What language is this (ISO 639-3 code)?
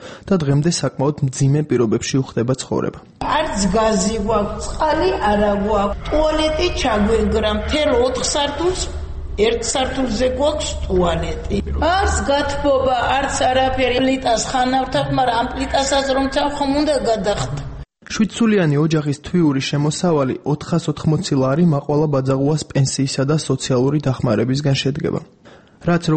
kat